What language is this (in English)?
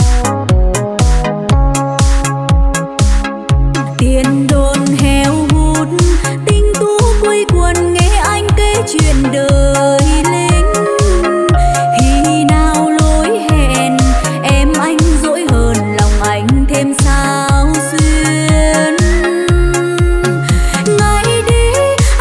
Vietnamese